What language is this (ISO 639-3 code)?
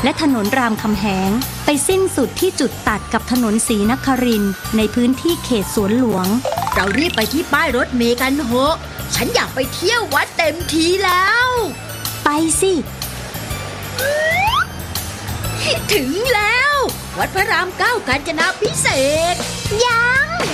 tha